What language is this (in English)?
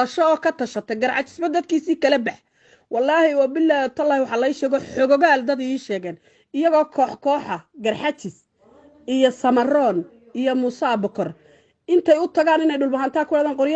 Somali